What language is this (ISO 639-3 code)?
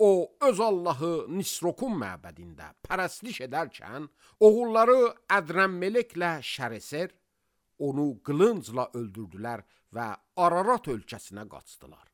aze